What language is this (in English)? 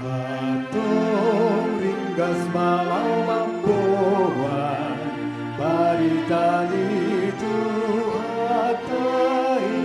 Batak Toba